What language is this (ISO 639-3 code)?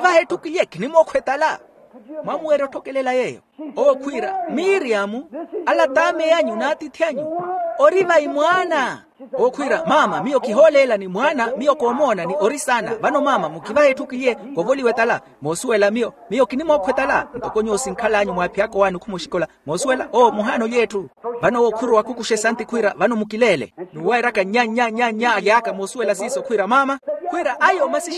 vmw